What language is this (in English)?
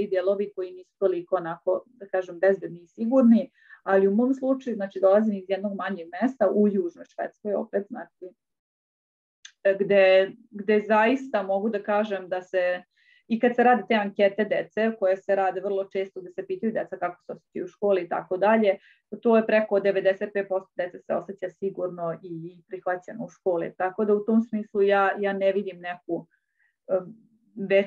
Serbian